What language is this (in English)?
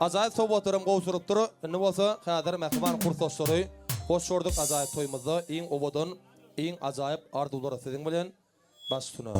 Turkmen